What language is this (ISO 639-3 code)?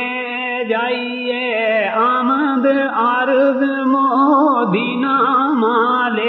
gju